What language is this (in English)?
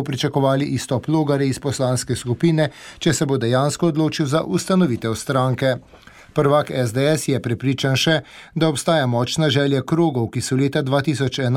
Slovenian